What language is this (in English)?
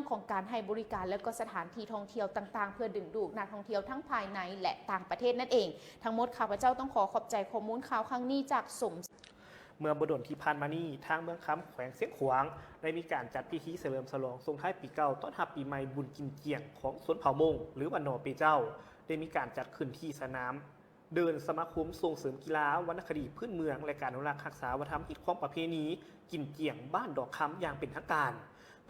Lao